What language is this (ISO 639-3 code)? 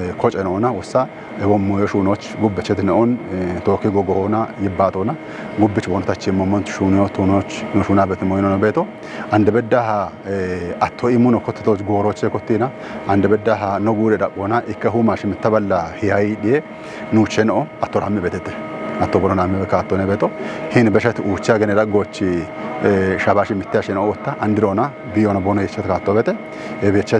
kbr